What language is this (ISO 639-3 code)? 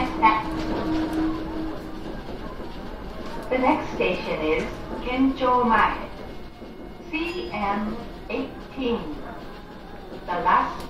jpn